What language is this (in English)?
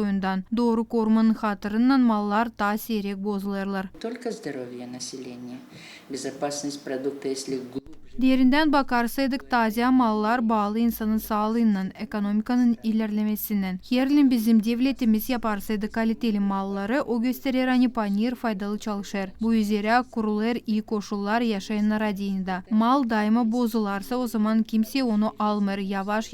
Gagauz